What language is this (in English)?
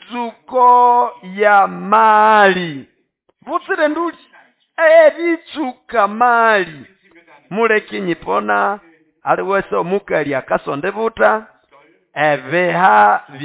Nande